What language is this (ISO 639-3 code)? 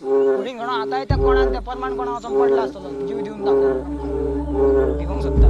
kok